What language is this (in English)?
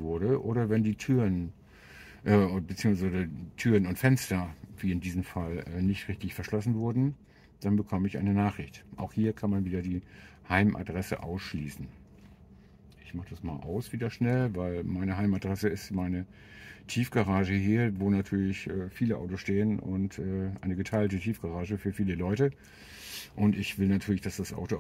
German